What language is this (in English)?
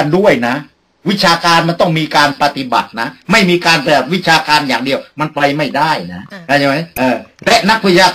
Thai